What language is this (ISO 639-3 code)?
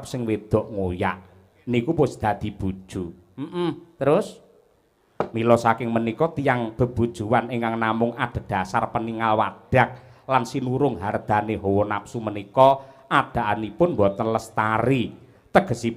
jav